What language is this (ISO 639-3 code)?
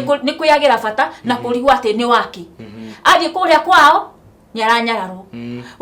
kik